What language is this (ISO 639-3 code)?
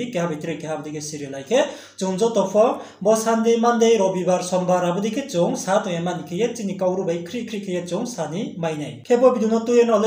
ria